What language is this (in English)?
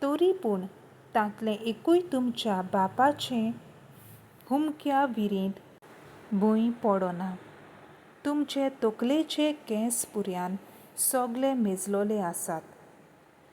Konkani